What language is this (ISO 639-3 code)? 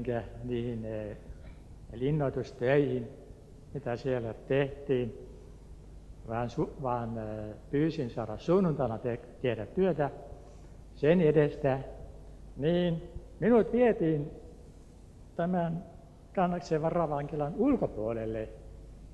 fin